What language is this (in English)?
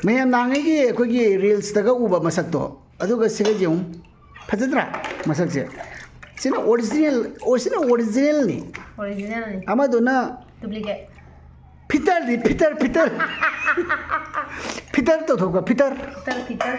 Manipuri